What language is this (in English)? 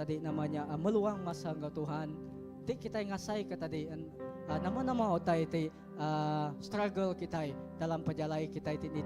Iban